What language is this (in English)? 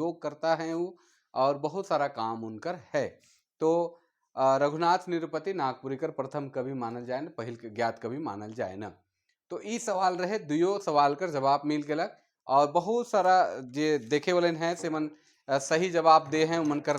Sadri